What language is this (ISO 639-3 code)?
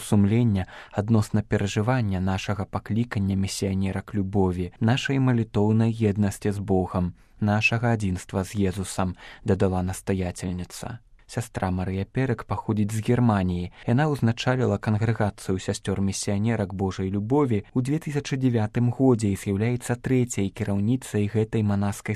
bel